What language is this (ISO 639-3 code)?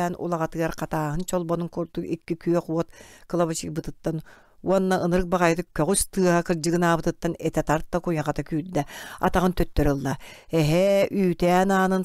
sah